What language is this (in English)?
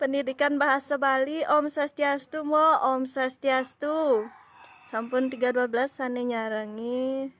Balinese